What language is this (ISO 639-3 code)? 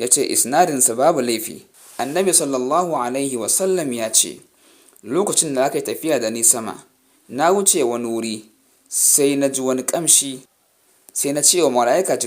hau